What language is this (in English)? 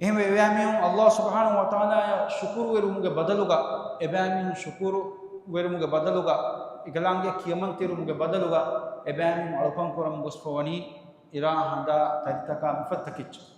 Divehi